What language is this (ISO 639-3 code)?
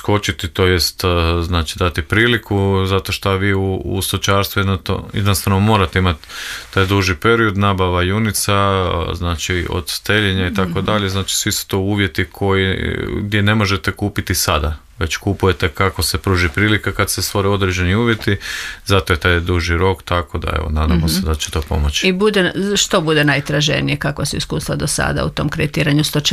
hrv